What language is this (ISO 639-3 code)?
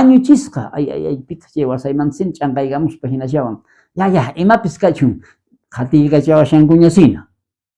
quh